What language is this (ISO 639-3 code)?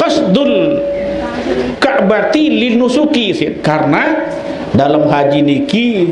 sas